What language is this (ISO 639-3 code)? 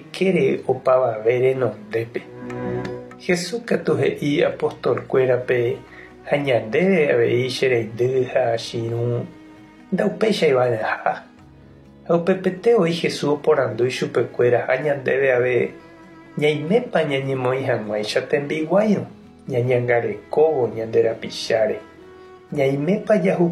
grn